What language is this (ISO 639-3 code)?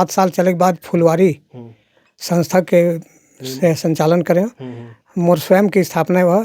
hne